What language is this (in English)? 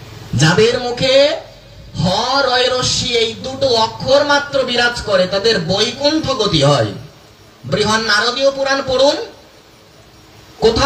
Bangla